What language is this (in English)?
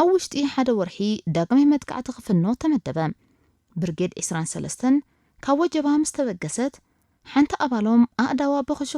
Tigrinya